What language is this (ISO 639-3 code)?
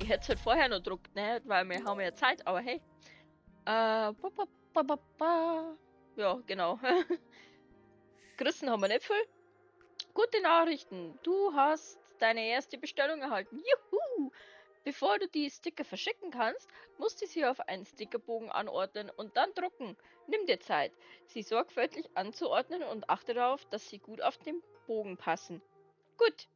bar